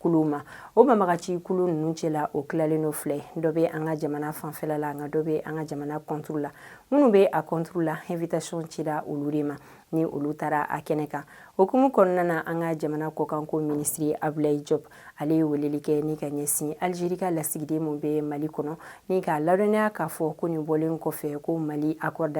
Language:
Bambara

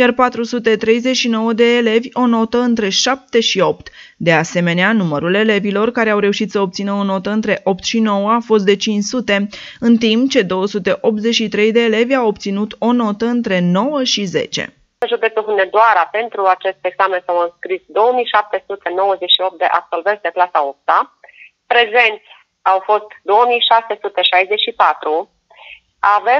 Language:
Romanian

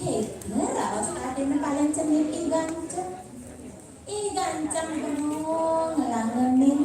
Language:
Balinese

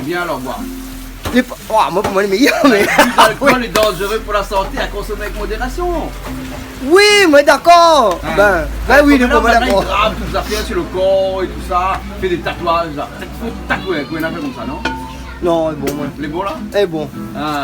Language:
Réunion Creole French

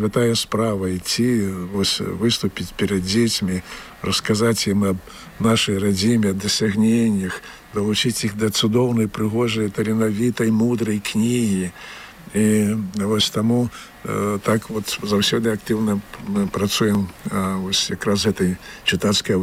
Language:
Belarusian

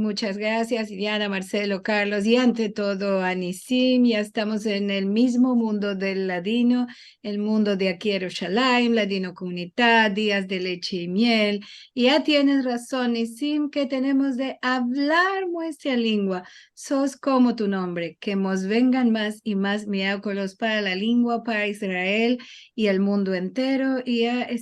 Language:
Ladino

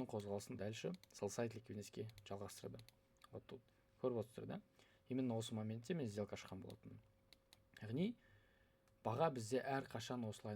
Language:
Kazakh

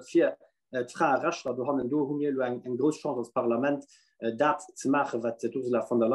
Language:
Luxembourgish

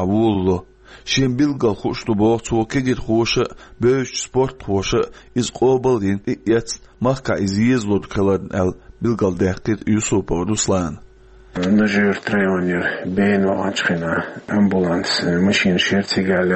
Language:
Chechen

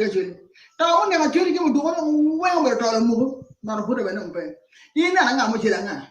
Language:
Acoli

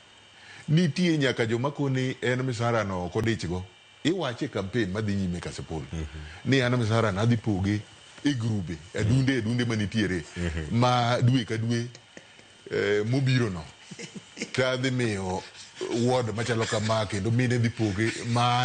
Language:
Luo (Kenya and Tanzania)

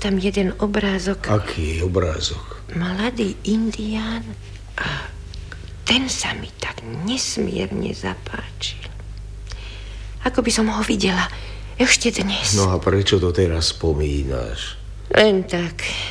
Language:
Slovak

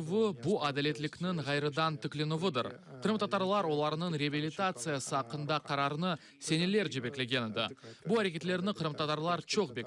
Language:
Crimean Tatar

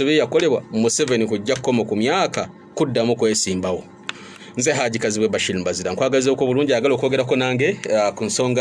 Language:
Ganda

